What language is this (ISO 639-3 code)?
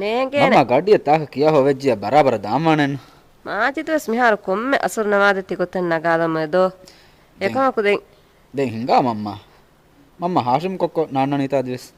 div